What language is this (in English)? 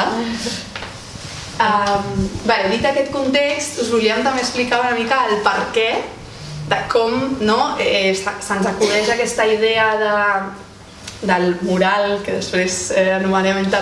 Catalan